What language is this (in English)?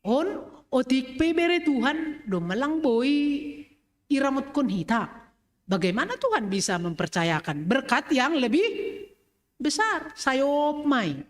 Batak Simalungun